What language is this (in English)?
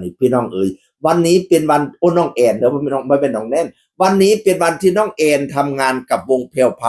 Northeastern Thai